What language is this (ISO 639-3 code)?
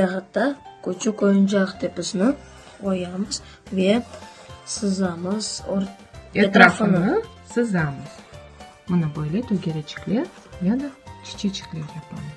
crh